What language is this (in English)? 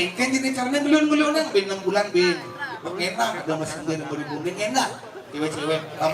Balinese